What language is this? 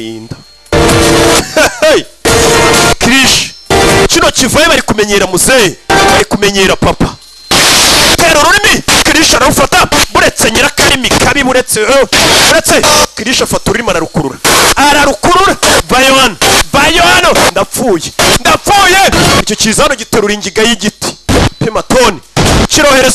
Kinyarwanda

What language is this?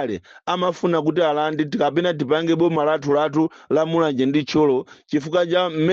Nyanja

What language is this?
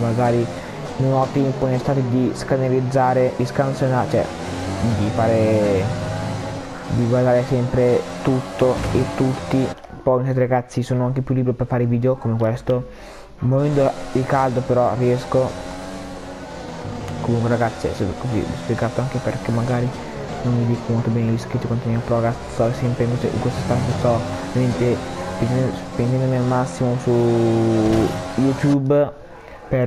Italian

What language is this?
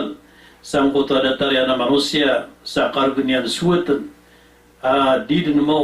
Maranao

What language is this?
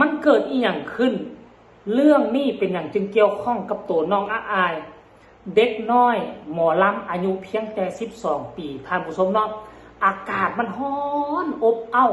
Northeastern Thai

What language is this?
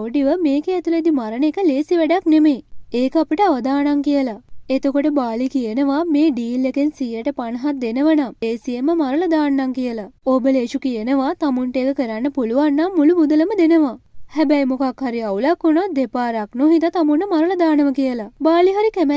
Sinhala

